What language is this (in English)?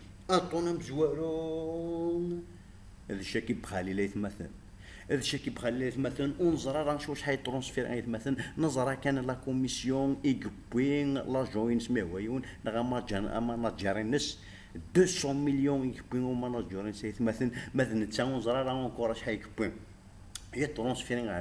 Kabyle